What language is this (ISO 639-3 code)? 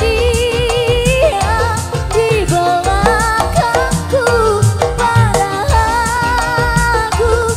ind